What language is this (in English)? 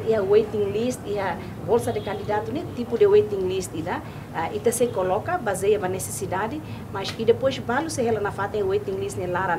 Tetum